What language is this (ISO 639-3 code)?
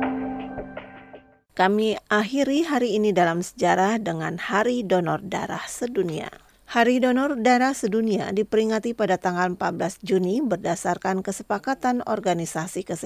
ind